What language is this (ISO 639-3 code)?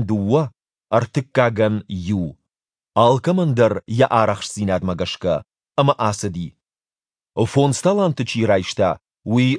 oss